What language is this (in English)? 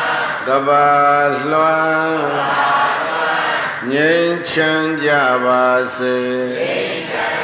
Burmese